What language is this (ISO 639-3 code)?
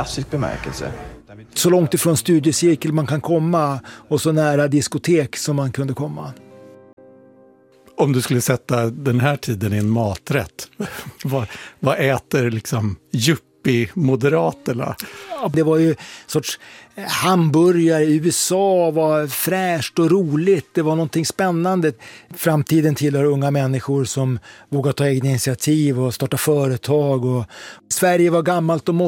swe